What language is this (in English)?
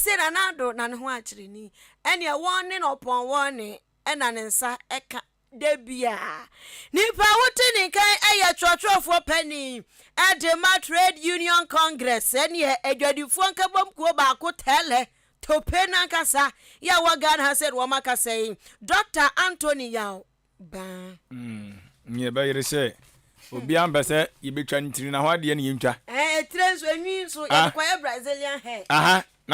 Akan